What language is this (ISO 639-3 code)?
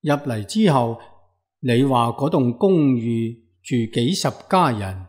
yue